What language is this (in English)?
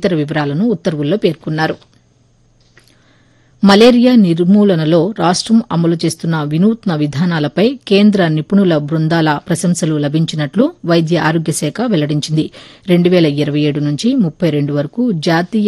Telugu